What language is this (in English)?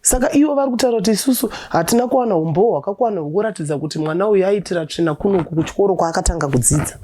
Shona